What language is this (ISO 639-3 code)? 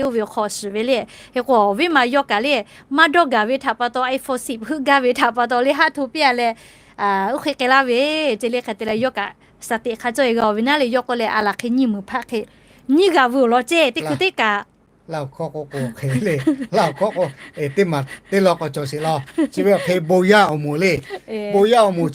lhu